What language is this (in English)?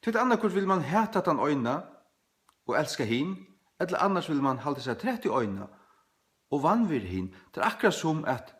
Faroese